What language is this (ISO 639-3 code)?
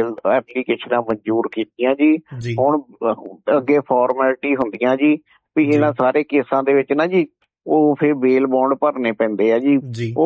pan